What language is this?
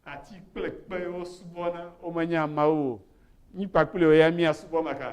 Ewe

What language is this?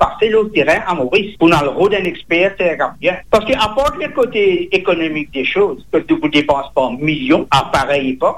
Morisyen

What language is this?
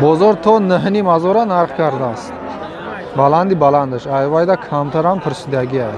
Tajik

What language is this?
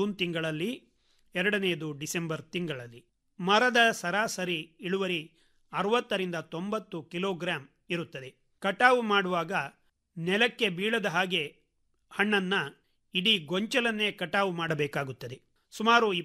Kannada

